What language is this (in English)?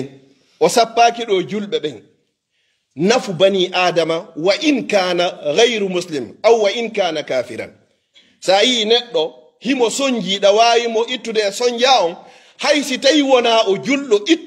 Fula